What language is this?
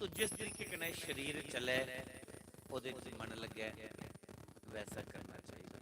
Dogri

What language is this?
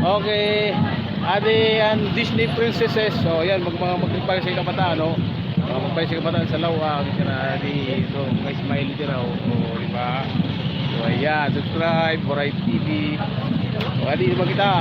Waray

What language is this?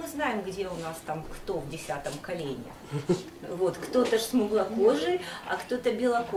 Russian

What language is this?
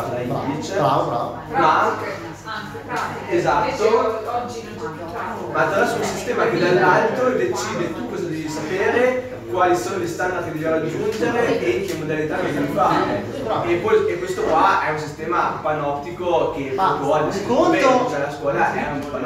Italian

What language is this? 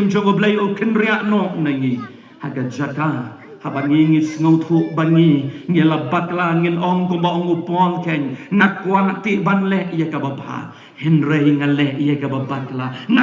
Khasi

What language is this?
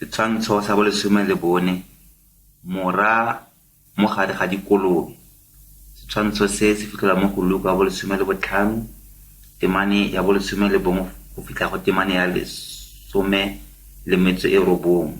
Tswana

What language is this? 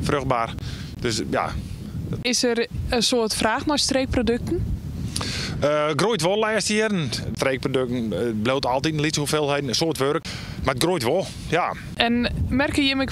Western Frisian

